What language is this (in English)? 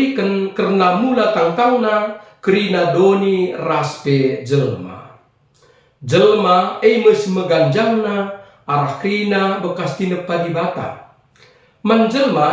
Batak Karo